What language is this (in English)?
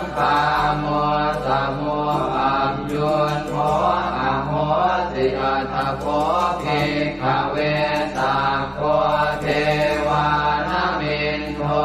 Pali